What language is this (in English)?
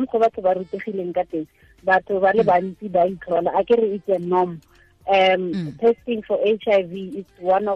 Tswana